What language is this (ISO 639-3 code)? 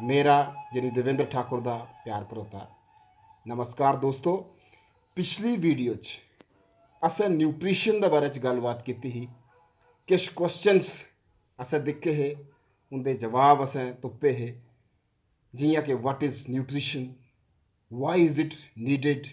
doi